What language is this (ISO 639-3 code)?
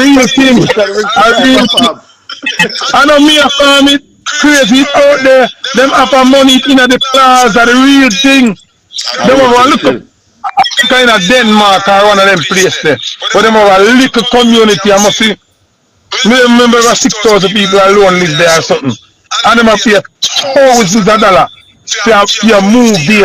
jam